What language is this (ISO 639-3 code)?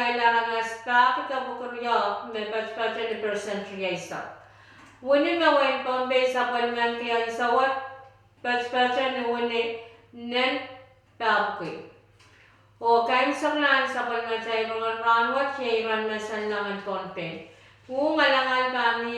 pon